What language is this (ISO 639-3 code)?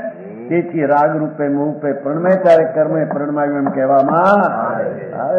guj